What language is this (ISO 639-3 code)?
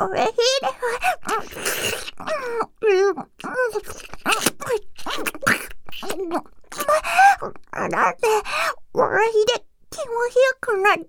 jpn